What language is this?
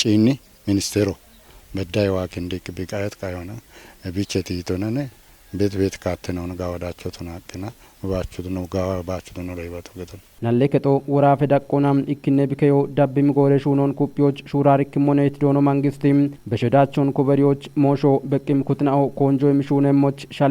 Kafa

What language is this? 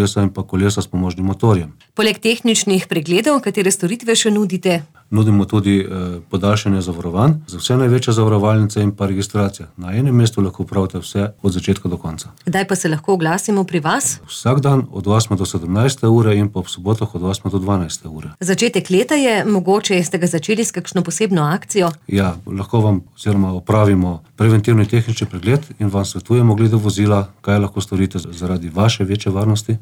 Slovenian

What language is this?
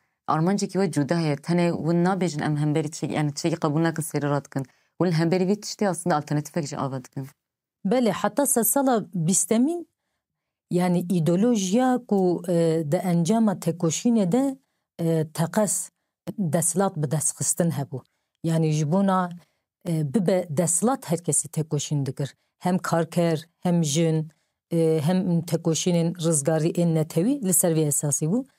Kurdish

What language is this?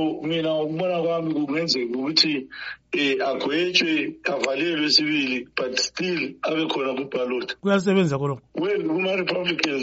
North Ndebele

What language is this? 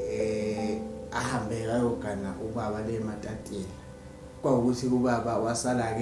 Zulu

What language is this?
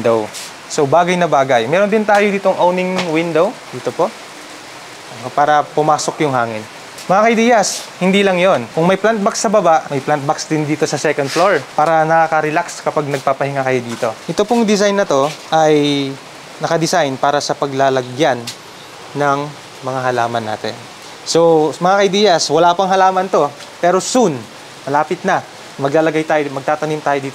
Filipino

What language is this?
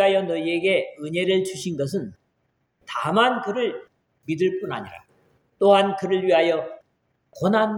Korean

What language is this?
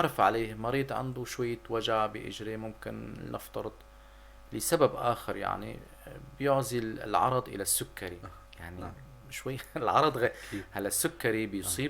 North Levantine Arabic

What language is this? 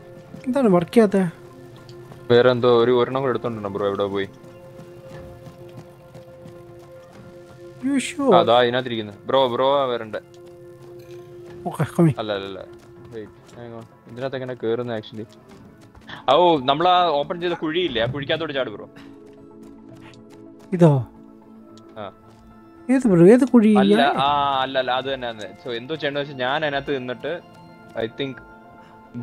Malayalam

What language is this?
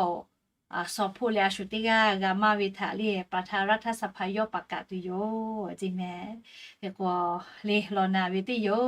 Lahu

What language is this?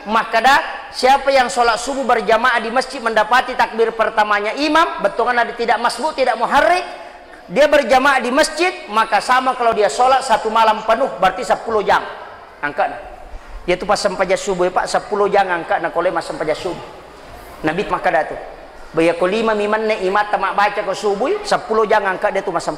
Buginese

